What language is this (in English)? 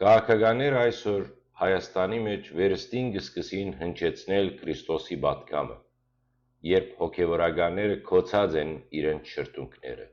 Western Armenian